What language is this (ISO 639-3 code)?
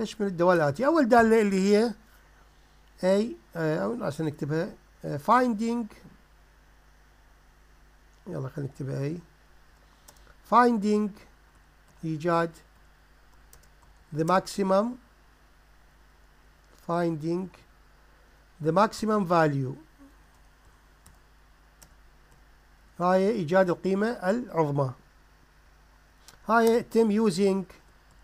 acm